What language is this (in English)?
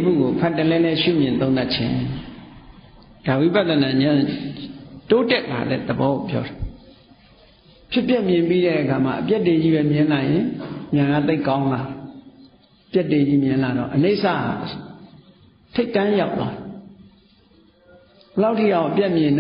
Burmese